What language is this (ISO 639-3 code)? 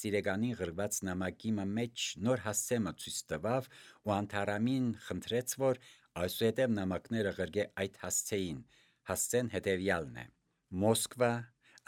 hye